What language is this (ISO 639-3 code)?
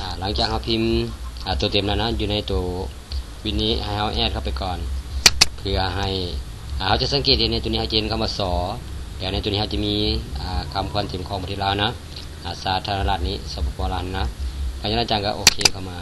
lao